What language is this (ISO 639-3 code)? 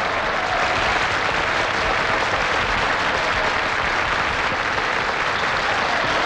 hun